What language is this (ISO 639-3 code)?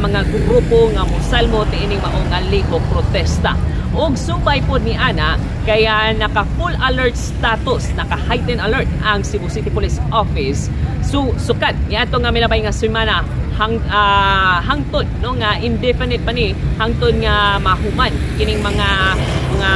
ceb